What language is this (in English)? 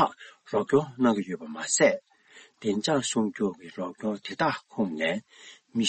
Tibetan